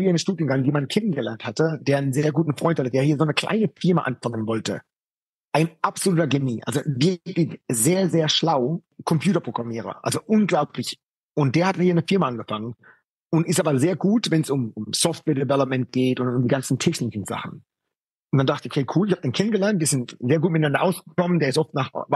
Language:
German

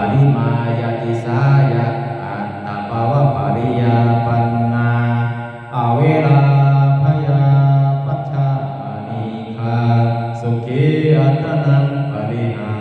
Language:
Pali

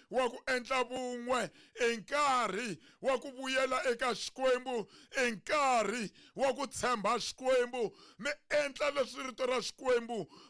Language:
Tsonga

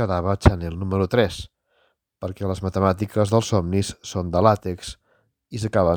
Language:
Catalan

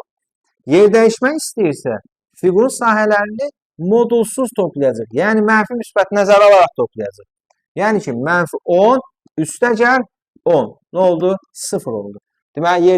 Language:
Azerbaijani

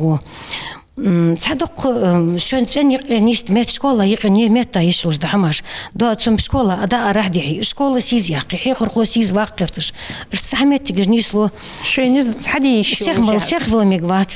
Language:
Ingush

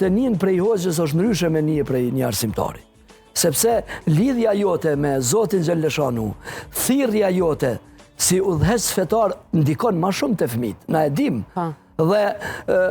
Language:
Albanian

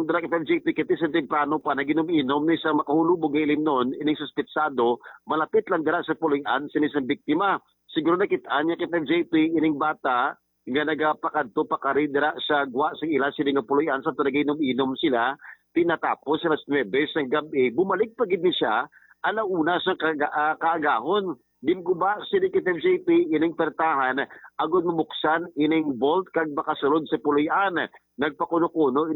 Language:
Hiligaynon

